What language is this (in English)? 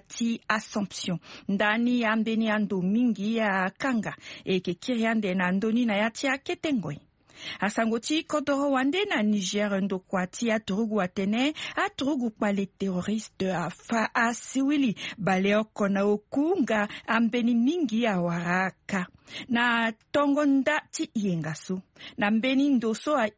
Sango